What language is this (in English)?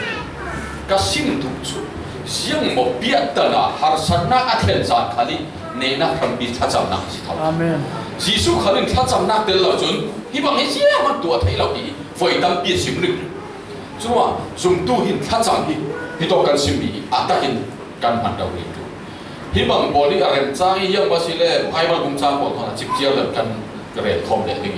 Falam Chin